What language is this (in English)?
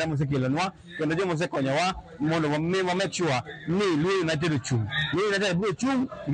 Luo (Kenya and Tanzania)